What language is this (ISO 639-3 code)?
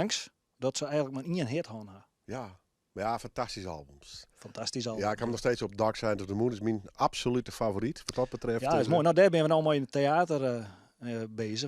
fry